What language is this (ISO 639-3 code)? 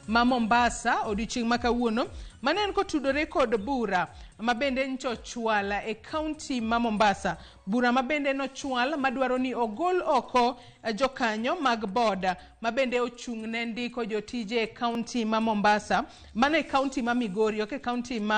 luo